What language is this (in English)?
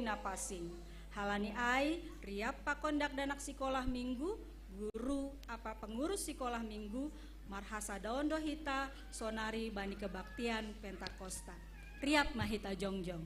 Batak Simalungun